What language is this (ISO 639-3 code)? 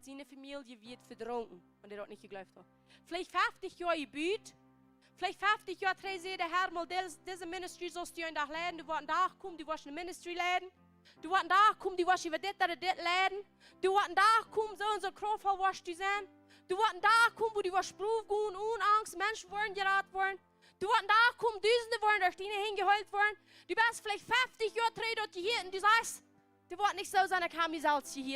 pdt